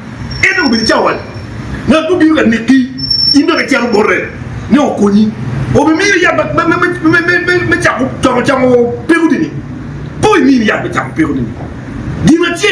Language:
Acoli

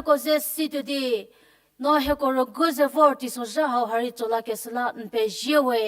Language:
Angami Naga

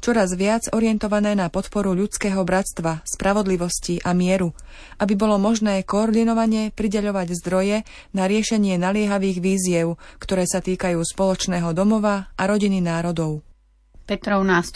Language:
Slovak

